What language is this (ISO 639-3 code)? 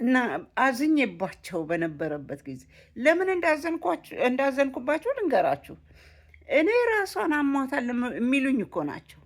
amh